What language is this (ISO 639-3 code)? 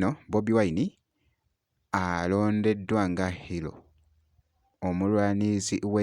lug